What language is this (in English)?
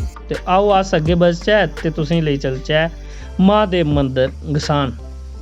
Dogri